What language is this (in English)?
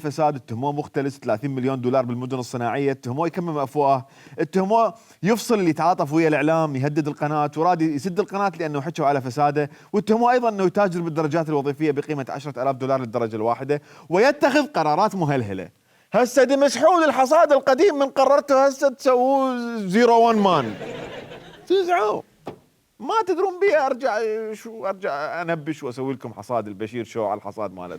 Mesopotamian Arabic